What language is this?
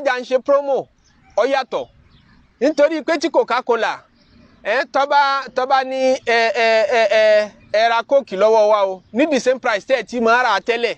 Yoruba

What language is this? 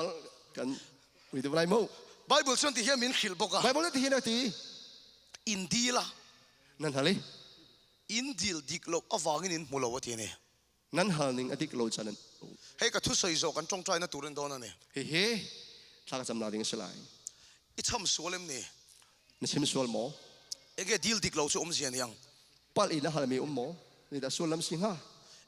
Mizo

